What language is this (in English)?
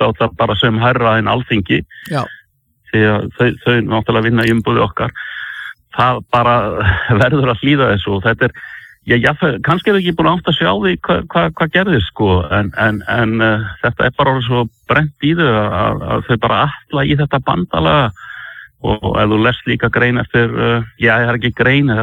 Icelandic